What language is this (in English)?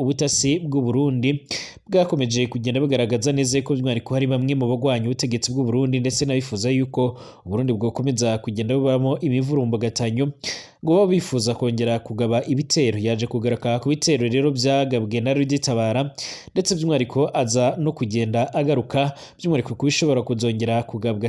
Rundi